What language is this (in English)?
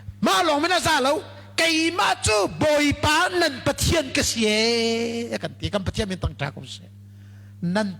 Hakha Chin